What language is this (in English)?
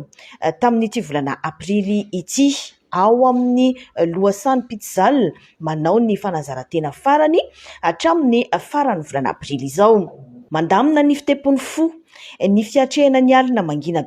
Malagasy